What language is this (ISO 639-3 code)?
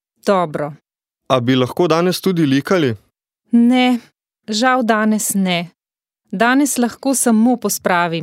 slv